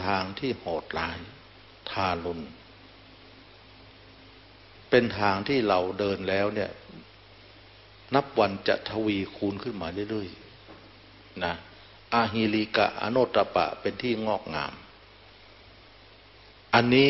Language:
Thai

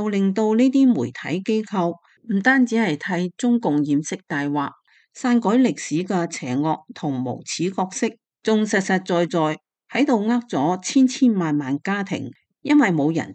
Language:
Cantonese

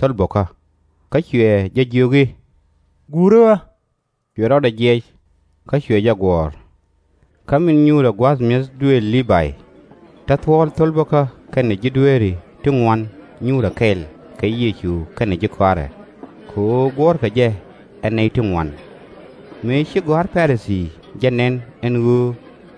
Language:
Nuer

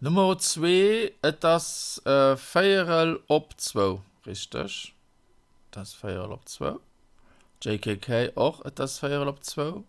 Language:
Luxembourgish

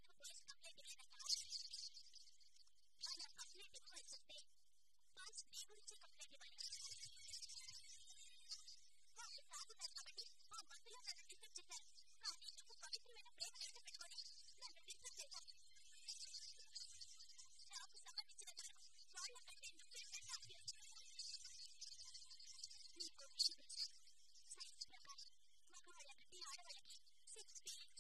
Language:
Telugu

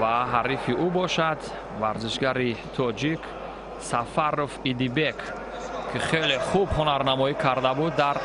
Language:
Tajik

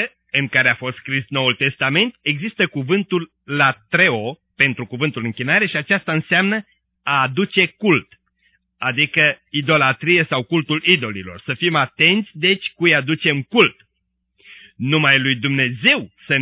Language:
Romanian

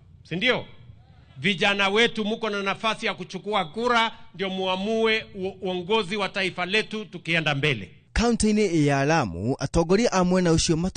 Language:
Kikuyu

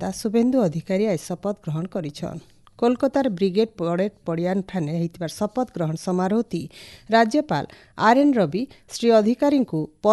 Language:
Odia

